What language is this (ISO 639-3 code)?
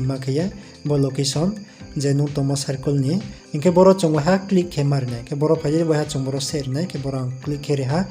ria